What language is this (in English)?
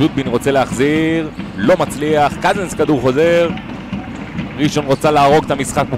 Hebrew